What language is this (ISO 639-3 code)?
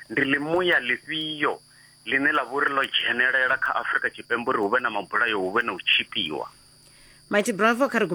ven